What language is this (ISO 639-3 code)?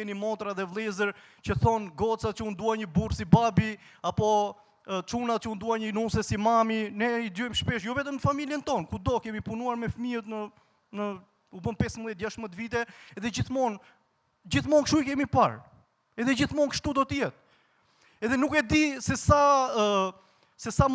sqi